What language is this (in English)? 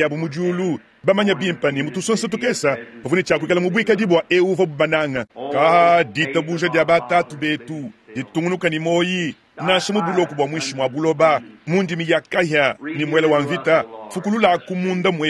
Luba-Lulua